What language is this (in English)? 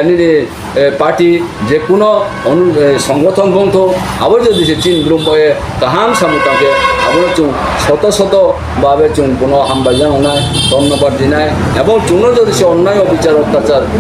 Riang (India)